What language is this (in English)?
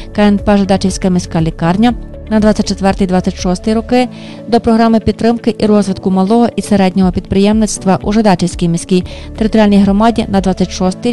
Ukrainian